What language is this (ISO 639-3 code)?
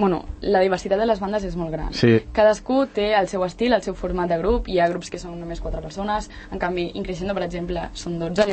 cat